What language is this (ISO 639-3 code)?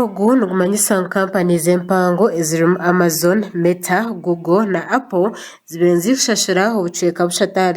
nyn